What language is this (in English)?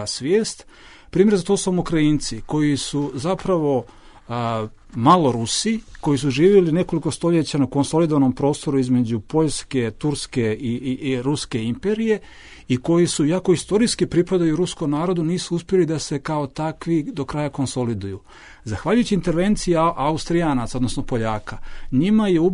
Bosnian